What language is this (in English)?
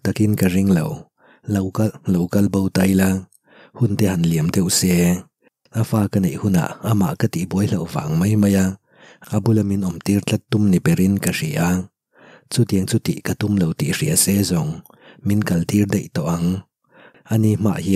Mizo